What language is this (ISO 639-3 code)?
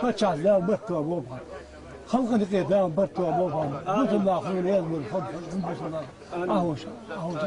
inh